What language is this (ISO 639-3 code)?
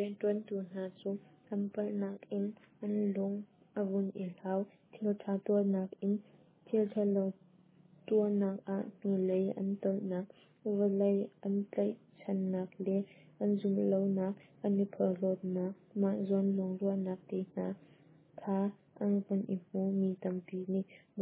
cnh